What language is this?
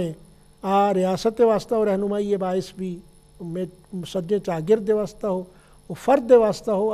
Eastern Balochi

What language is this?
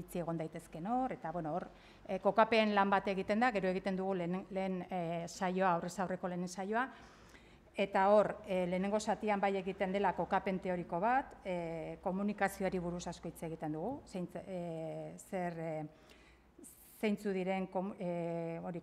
Basque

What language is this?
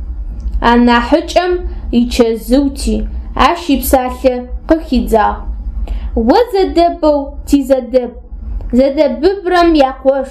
Adyghe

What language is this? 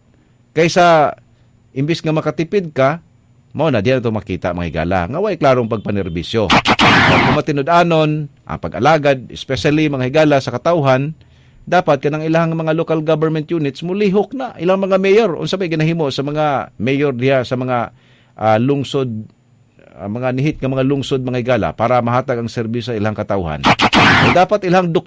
Cebuano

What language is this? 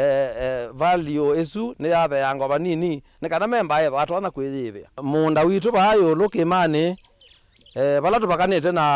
Kamba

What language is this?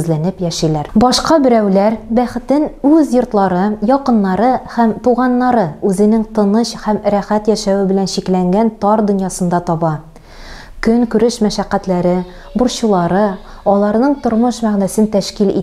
Tatar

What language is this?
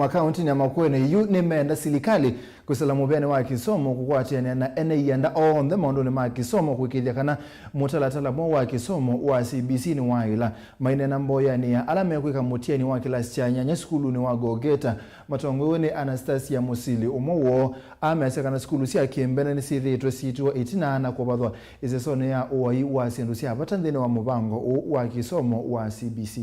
Kamba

